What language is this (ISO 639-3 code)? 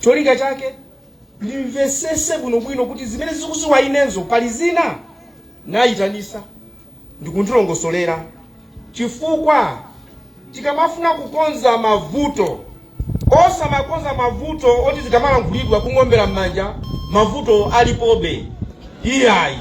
nya